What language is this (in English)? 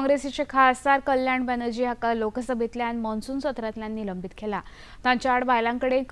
Konkani